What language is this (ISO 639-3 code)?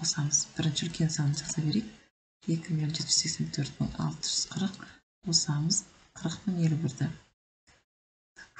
kaz